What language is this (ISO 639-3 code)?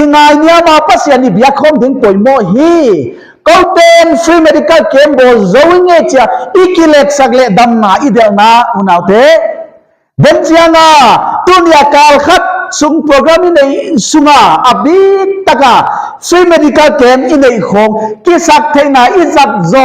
pck